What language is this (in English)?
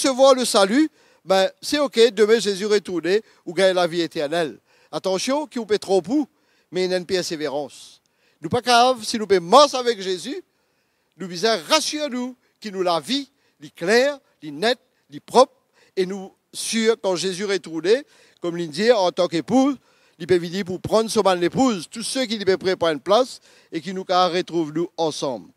Morisyen